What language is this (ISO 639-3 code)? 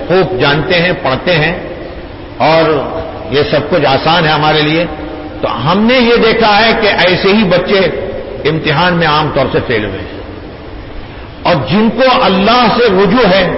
urd